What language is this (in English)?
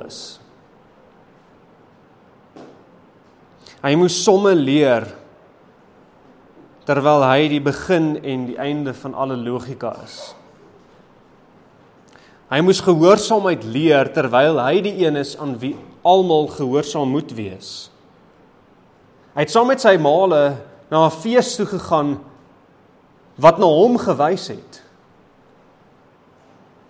Afrikaans